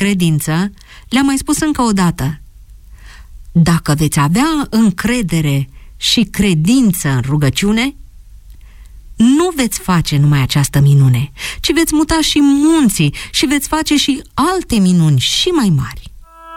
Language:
Romanian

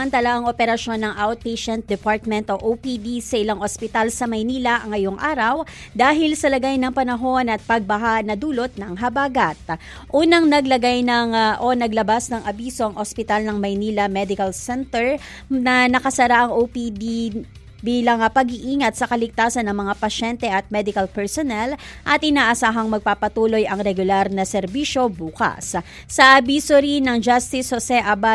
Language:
Filipino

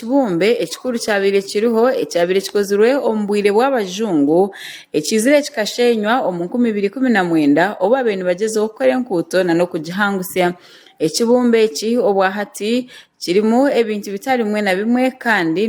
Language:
Nyankole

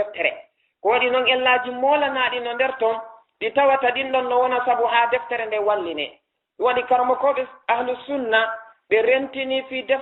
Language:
Fula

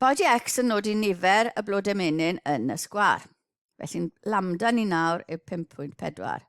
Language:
Welsh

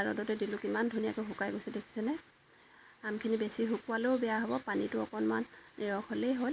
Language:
Assamese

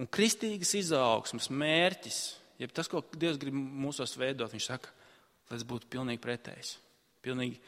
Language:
Latvian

